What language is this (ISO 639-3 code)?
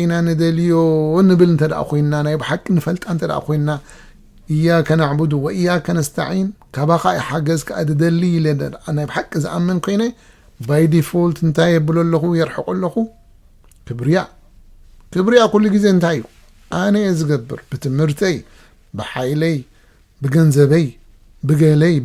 tir